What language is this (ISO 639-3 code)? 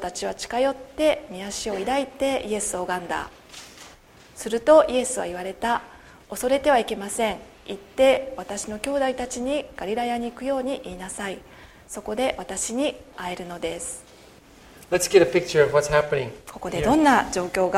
jpn